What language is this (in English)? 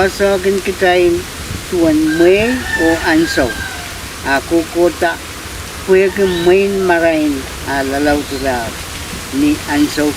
Pohnpeian